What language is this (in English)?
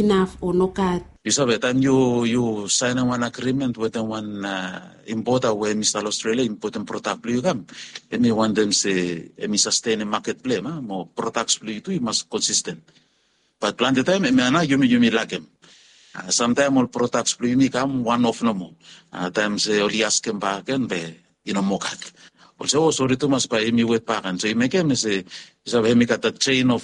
Bislama